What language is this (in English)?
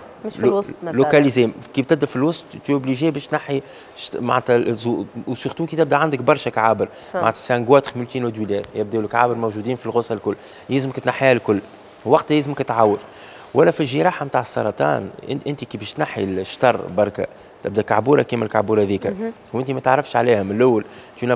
Tunisian Arabic